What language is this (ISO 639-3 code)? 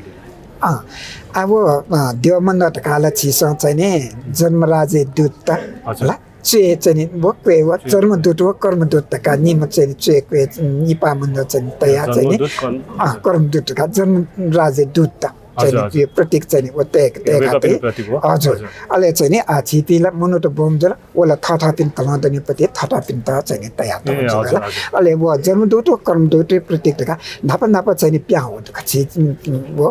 new